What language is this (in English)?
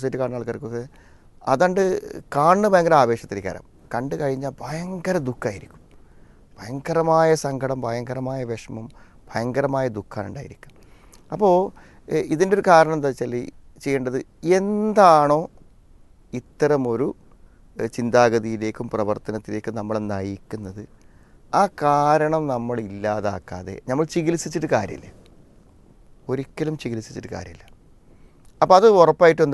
Malayalam